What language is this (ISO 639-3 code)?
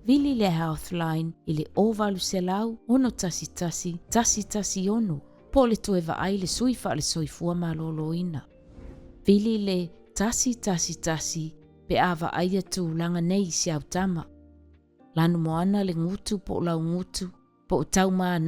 smo